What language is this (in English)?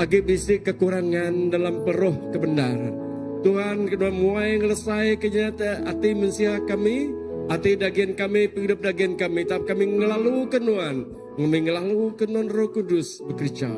Iban